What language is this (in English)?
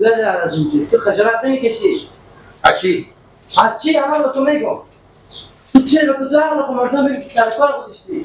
Persian